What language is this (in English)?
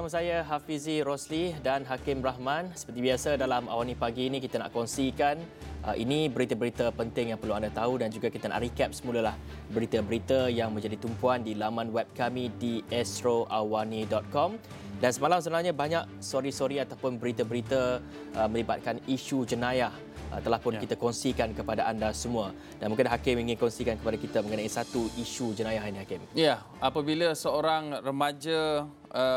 Malay